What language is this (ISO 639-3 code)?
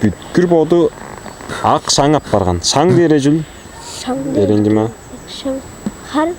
tyv